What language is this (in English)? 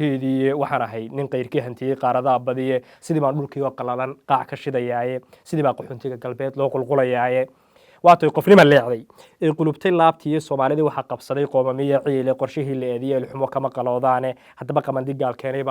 Somali